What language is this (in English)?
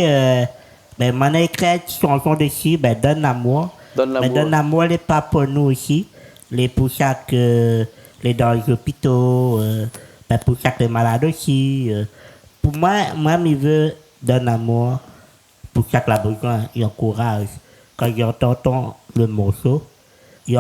Réunion Creole French